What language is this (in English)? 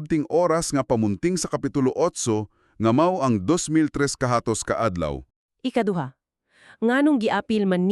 Cebuano